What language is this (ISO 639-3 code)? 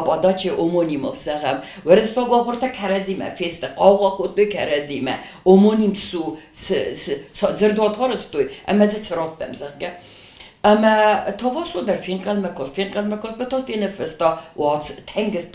oss